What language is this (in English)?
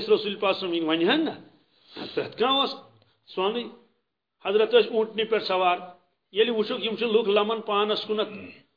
Kashmiri